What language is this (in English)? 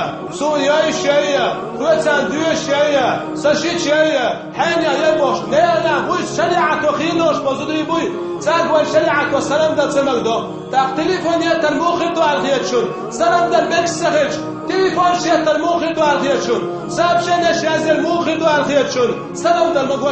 Chechen